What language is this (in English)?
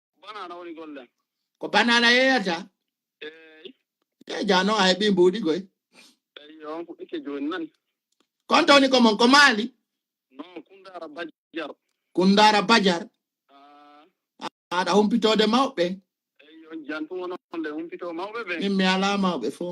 Fula